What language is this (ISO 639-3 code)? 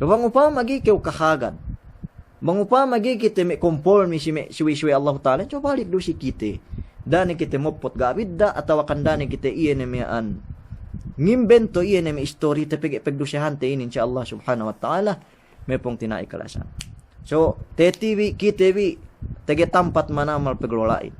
yka